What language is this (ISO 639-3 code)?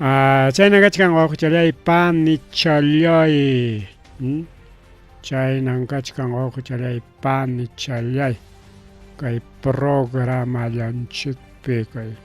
quy